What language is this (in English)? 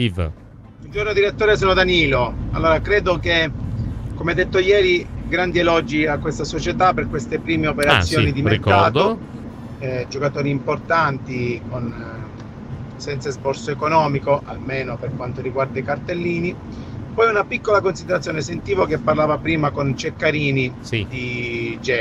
Italian